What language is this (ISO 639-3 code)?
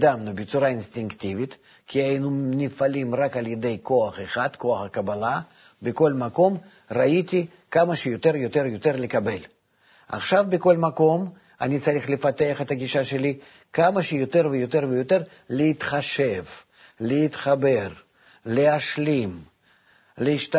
heb